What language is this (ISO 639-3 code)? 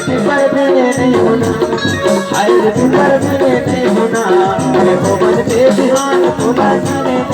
hne